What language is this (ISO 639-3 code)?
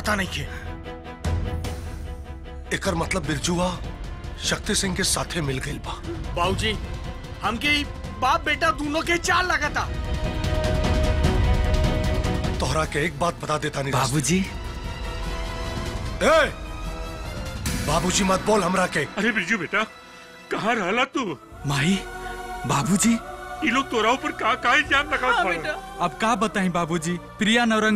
bho